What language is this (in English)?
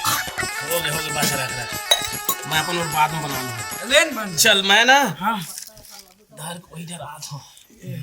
Chhattisgarhi